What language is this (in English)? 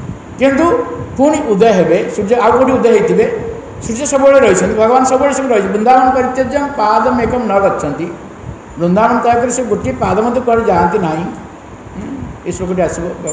Odia